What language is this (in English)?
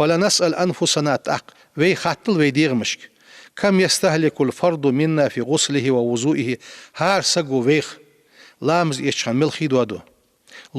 Ingush